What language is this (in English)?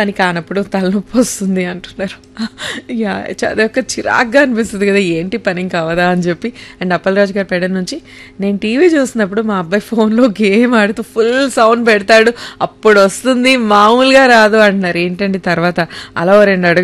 Telugu